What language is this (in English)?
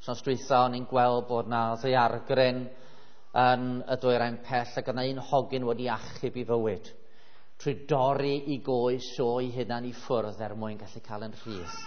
Welsh